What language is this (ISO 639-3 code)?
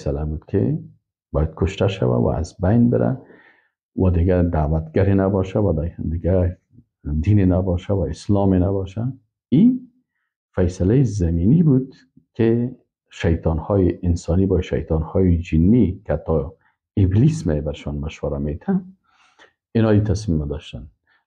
fas